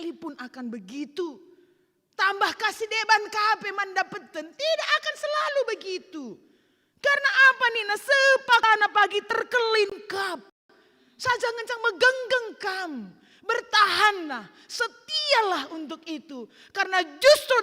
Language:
Batak Karo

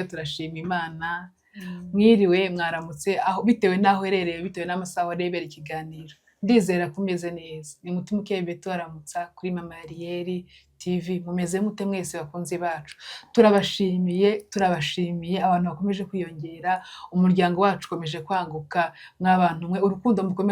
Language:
Kinyarwanda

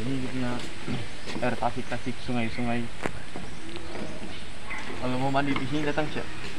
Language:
Malay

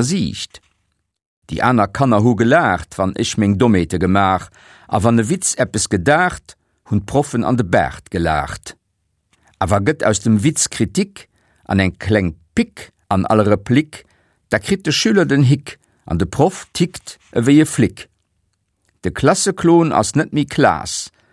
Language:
Luxembourgish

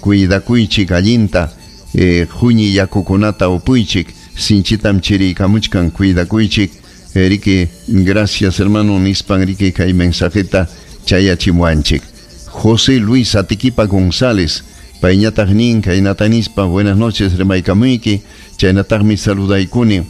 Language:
Ayacucho Quechua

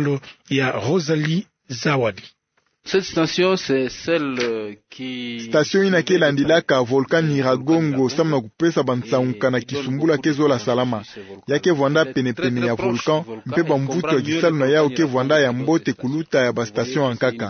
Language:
Kituba (Democratic Republic of Congo)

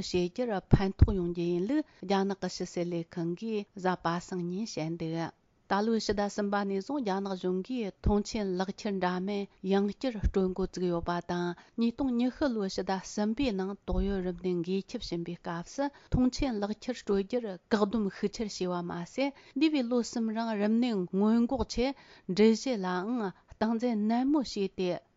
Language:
Tibetan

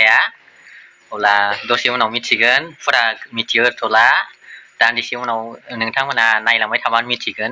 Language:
Bodo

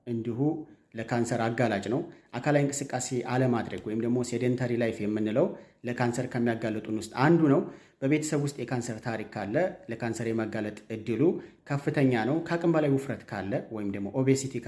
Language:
Amharic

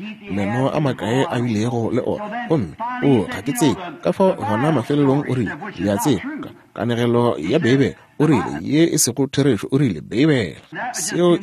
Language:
Northern Sotho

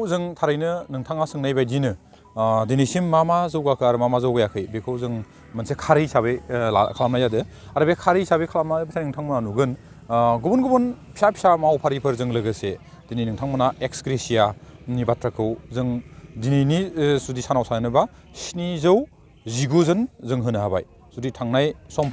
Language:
Bodo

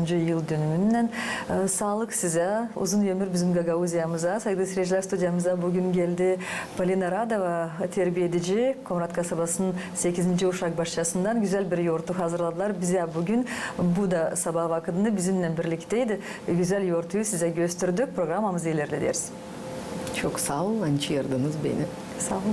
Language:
Gagauz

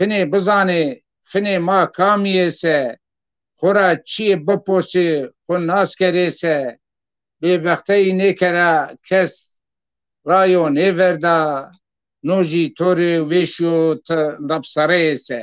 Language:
Zaza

